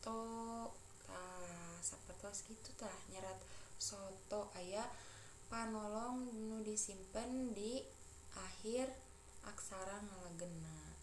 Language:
Sundanese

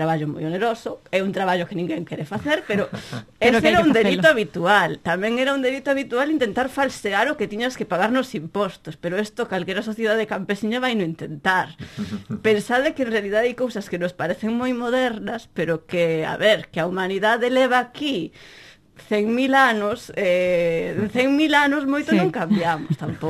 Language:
Galician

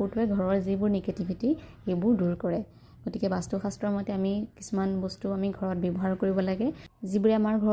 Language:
Assamese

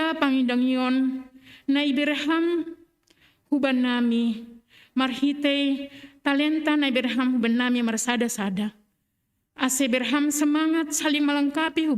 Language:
Batak Simalungun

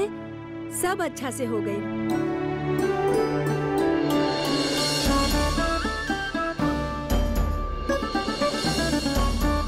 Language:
Bhojpuri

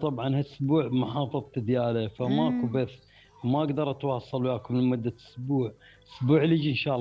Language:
Mesopotamian Arabic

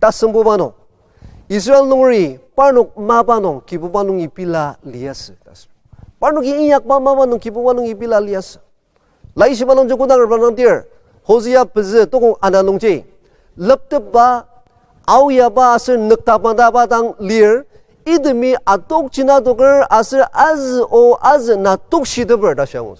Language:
Ao Naga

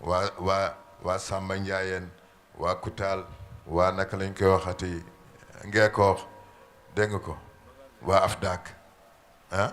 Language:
Wolof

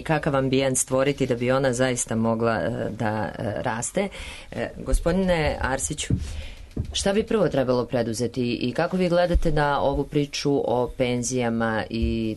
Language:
Serbian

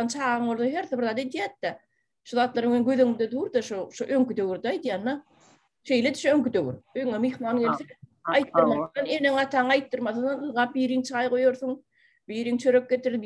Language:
Turkmen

